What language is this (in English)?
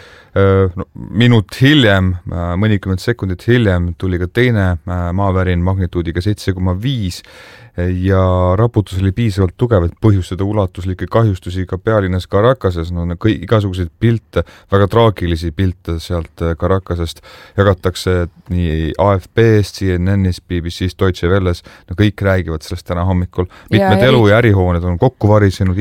Estonian